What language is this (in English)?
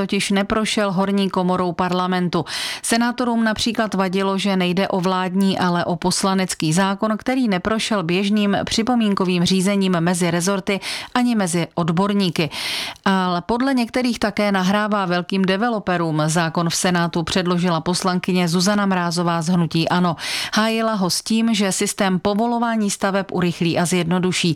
Czech